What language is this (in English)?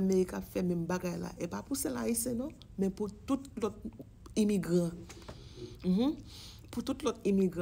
Haitian Creole